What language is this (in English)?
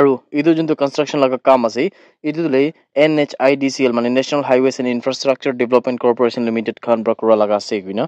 Naga Pidgin